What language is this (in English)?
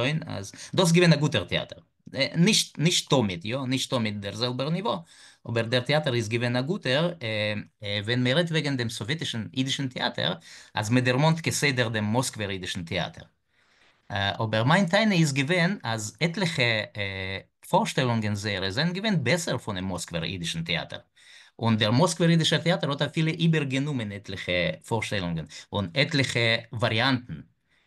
Yiddish